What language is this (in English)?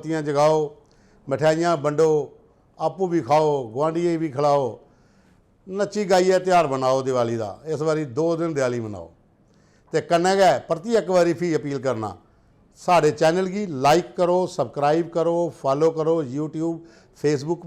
Dogri